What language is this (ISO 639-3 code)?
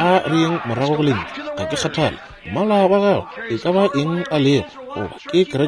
nso